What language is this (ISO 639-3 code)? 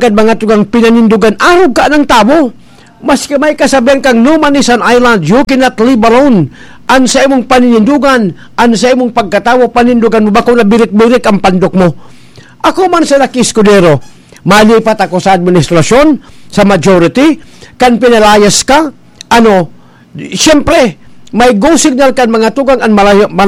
bik